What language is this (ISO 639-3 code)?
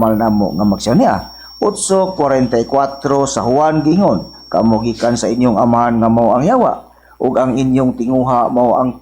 ceb